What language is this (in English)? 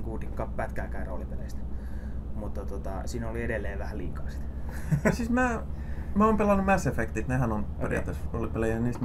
Finnish